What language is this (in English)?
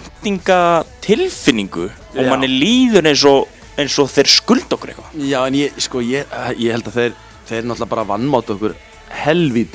Icelandic